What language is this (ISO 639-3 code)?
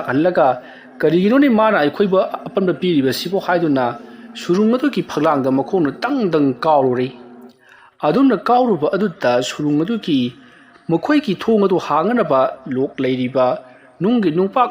mni